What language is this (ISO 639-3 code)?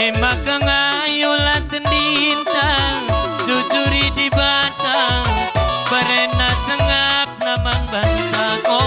btx